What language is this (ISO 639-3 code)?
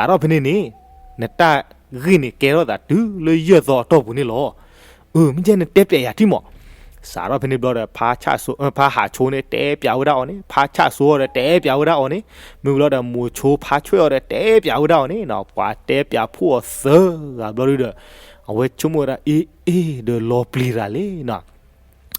ksw